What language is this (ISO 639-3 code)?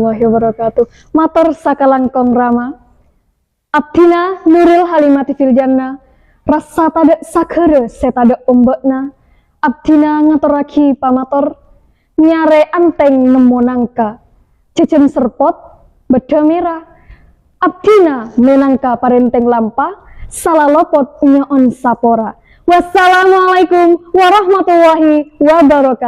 mad